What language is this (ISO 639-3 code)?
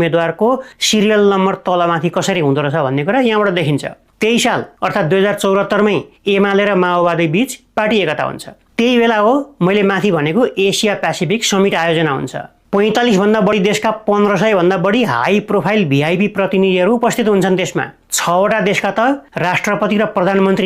nep